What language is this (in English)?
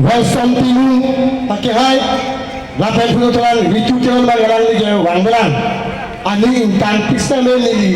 Karbi